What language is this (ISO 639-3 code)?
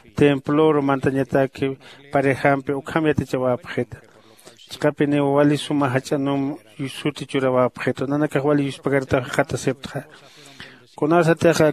aym